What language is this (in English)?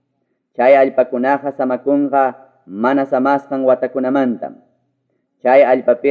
Ayacucho Quechua